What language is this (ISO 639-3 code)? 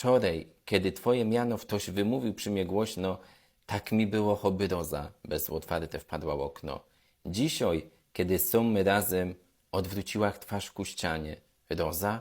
szl